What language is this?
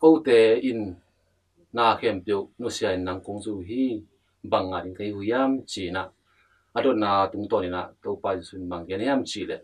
Tedim Chin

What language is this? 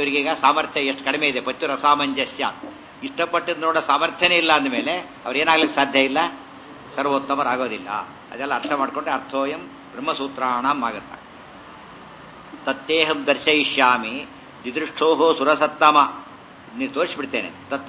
Kannada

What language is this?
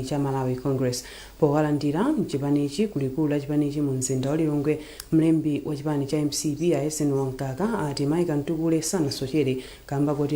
Nyanja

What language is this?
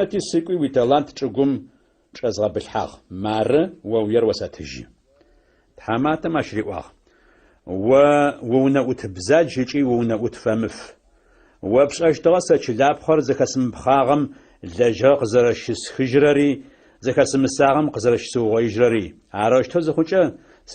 Adyghe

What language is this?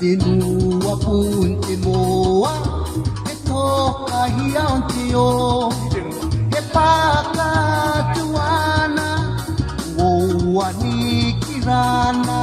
Gilbertese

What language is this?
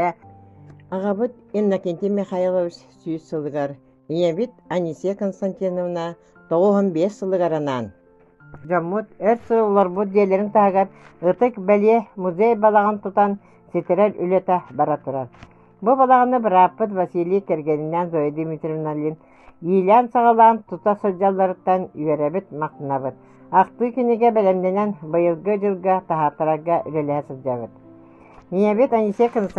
Yakut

